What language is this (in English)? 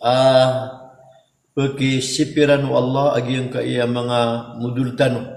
Maranao